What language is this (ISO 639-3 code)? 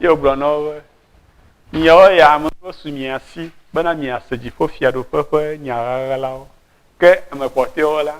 ewe